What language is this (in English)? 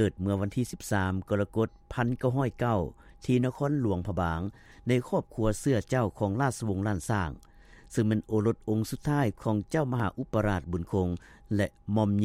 Lao